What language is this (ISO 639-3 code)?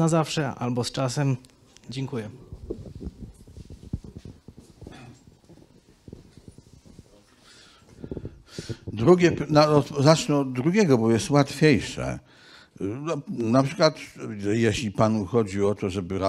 pol